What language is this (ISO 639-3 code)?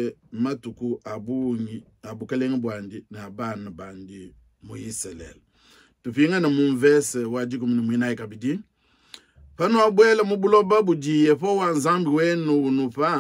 lua